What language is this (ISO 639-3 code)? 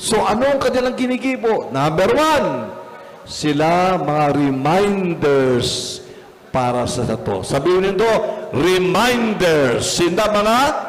bik